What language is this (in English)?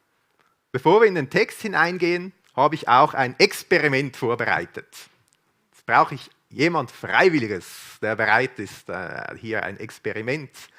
Swiss German